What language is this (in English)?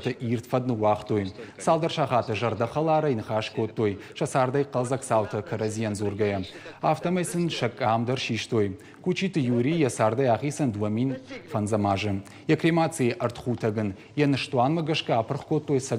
Ossetic